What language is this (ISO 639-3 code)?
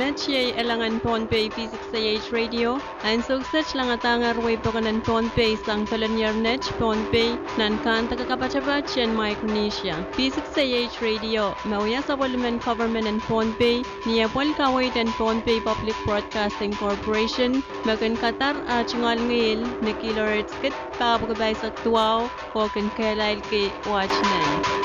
pon